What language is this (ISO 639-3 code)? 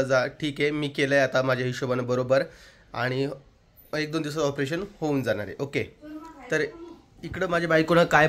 mar